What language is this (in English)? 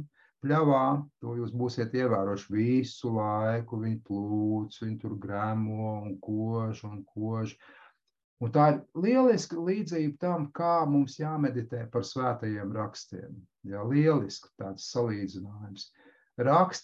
Latvian